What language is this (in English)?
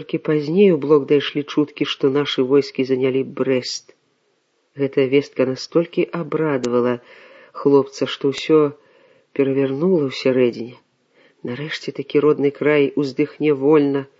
Belarusian